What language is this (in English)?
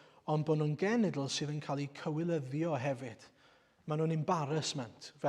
Welsh